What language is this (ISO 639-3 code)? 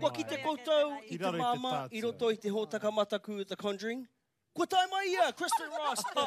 mri